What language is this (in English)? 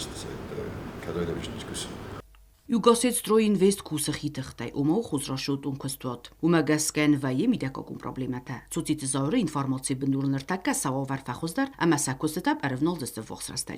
Ossetic